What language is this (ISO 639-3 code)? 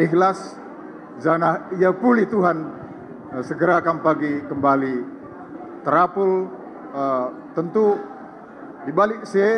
btx